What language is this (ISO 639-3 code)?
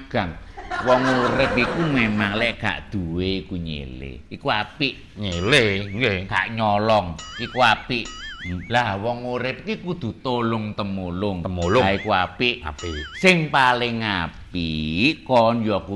jav